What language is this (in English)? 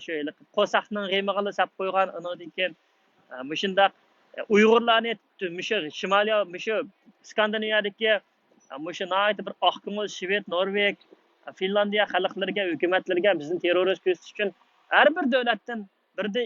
Uyghur